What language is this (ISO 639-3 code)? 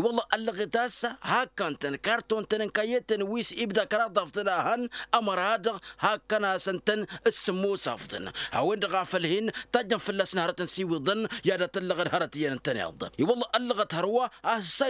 taq